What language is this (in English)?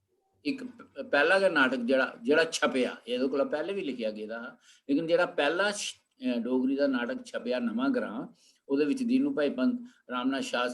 Dogri